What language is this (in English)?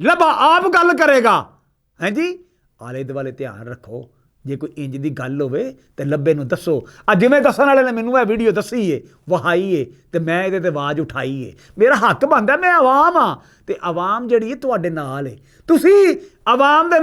Western Panjabi